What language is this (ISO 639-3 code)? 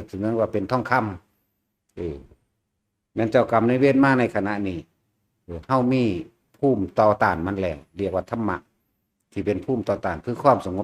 tts